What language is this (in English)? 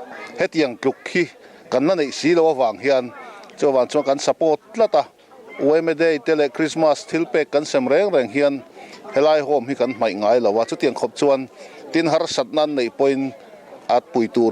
Mizo